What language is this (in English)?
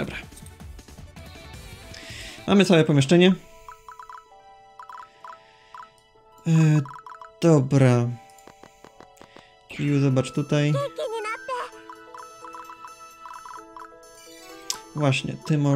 Polish